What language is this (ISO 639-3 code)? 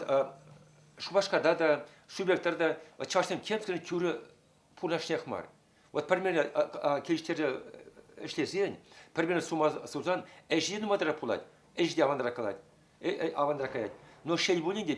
chv